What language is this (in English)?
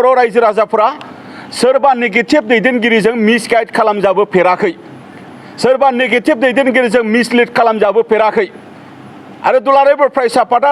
Bodo